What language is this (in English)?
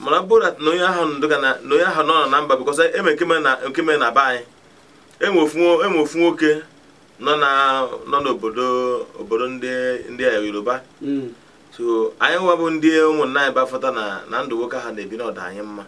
Igbo